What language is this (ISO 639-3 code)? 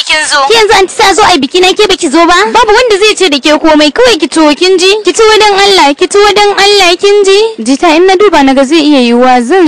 hau